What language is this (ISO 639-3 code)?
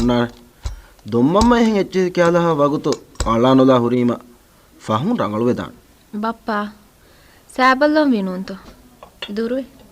div